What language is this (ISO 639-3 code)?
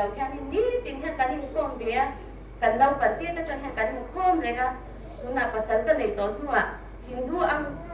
hmr